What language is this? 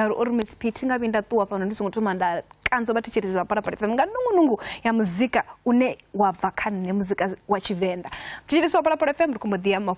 Venda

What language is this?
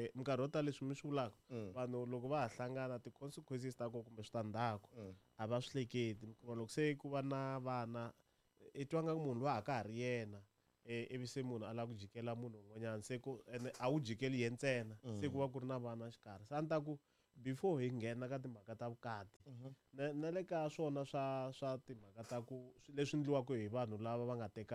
Tsonga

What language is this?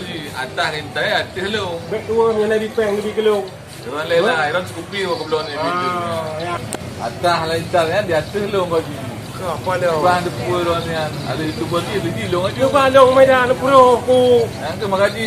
Achinese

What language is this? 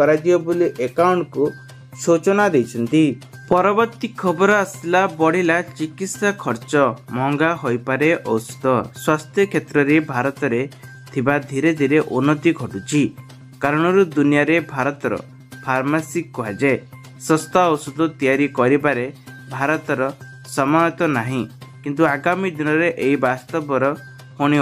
Odia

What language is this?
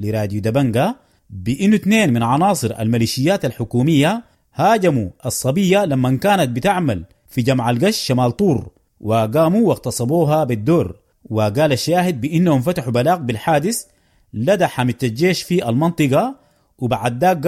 Sudanese Arabic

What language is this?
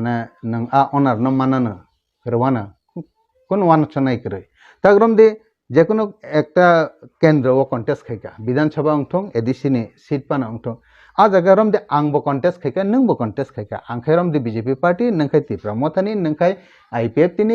Kok Borok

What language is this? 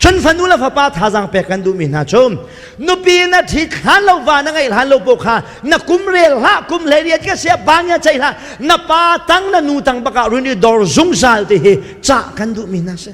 Hakha Chin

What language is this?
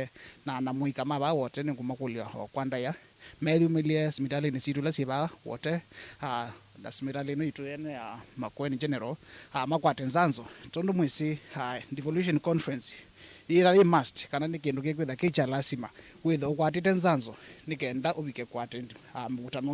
Kamba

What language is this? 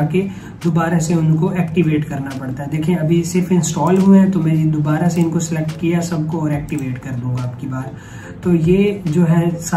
Hindi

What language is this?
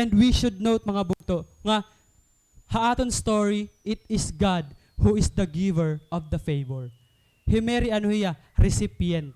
Waray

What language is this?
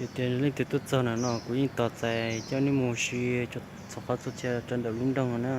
Hmong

